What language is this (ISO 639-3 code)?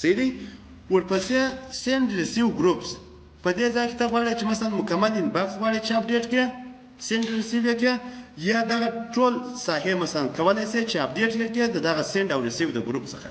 pus